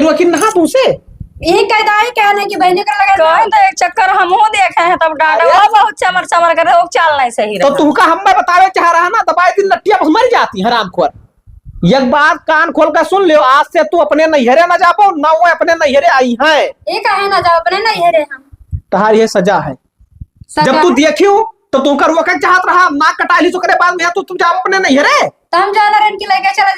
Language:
Awadhi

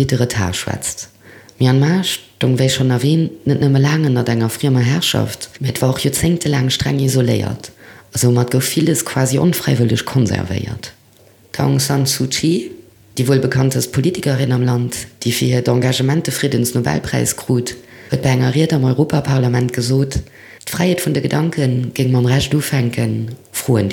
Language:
Luxembourgish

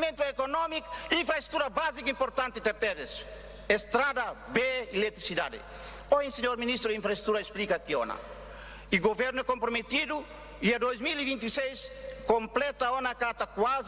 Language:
Tetum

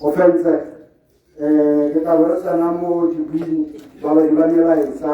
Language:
Tswana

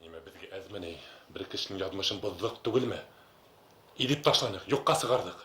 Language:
Bashkir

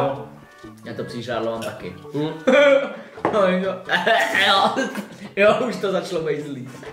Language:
Czech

